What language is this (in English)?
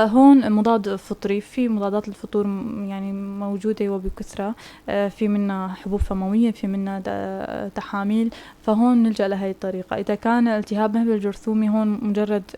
North Levantine Arabic